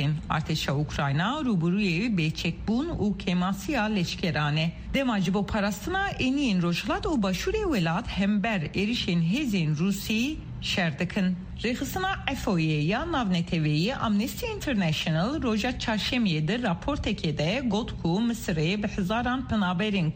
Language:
Kurdish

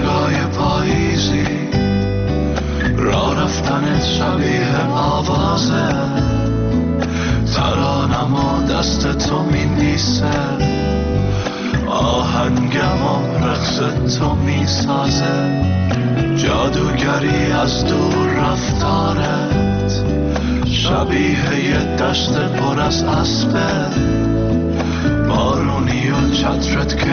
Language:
Persian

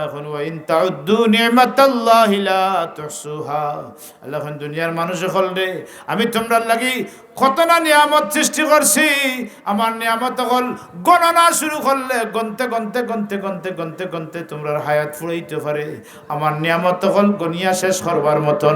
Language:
Sylheti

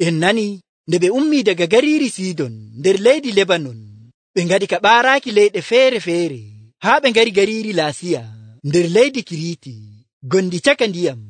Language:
Nigerian Fulfulde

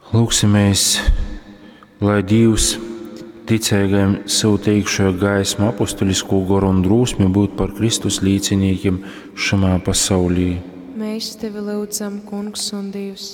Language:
Latgalian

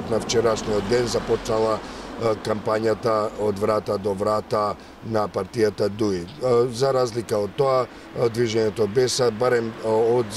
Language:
Macedonian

